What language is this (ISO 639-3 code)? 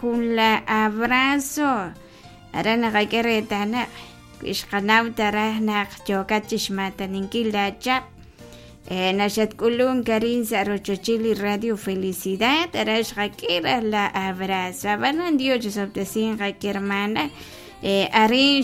kek